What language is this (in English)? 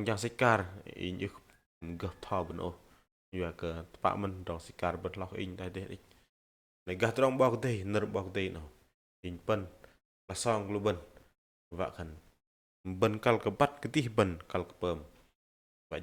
Bahnar